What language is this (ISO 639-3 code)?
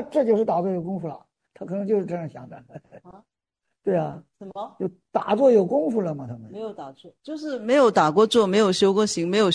zho